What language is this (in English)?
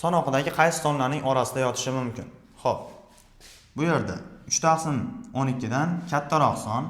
Uzbek